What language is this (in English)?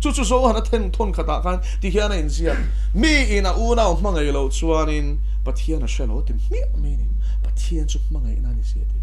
Mizo